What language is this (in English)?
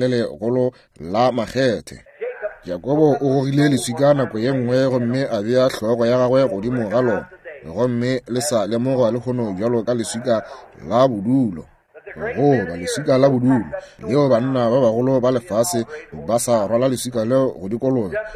Northern Sotho